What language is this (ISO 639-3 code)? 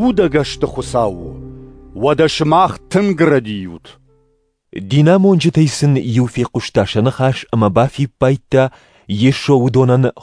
oss